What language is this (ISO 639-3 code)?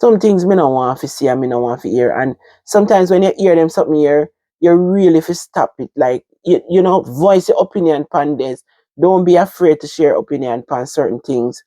jam